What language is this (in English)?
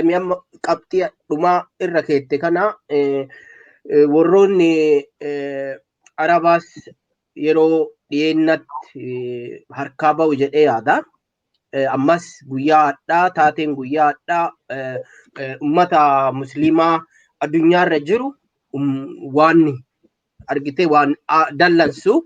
Oromo